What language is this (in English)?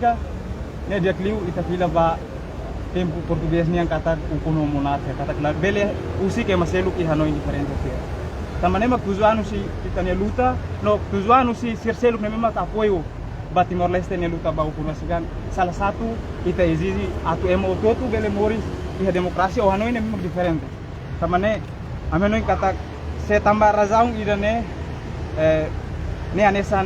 Tetum